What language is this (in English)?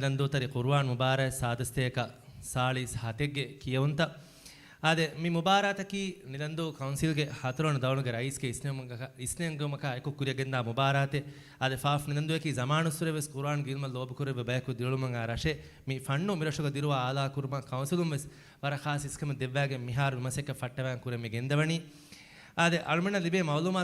Divehi